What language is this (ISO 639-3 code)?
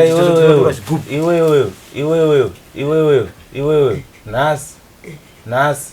sna